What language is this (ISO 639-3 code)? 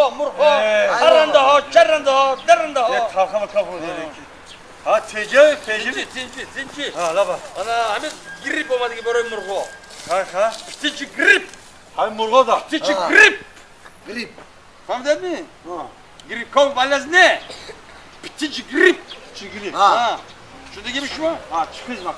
tgk